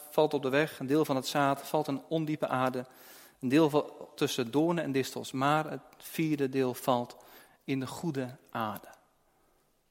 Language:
Dutch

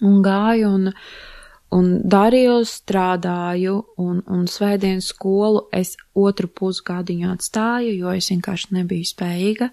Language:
Latvian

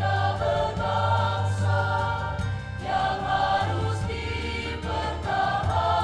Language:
Nias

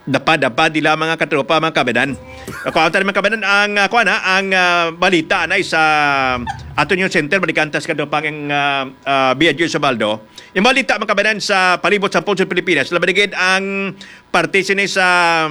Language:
Hiligaynon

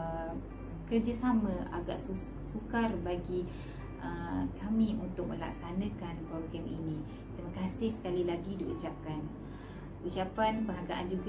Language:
Malay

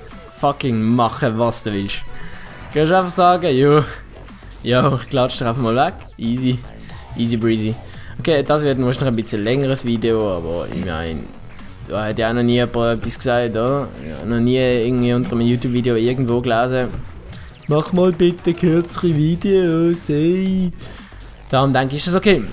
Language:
Swiss German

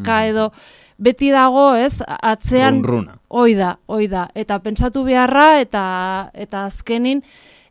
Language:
Basque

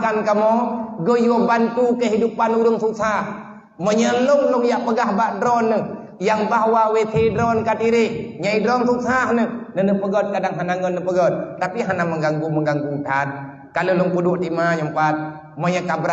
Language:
Achinese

